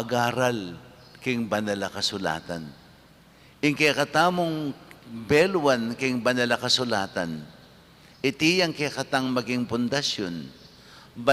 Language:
Pampanga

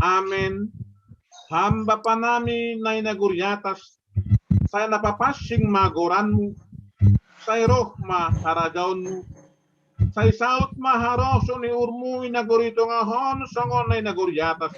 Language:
Batak Simalungun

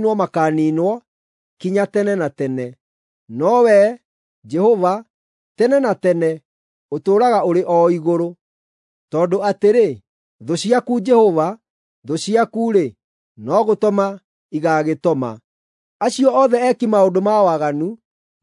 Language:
Kikuyu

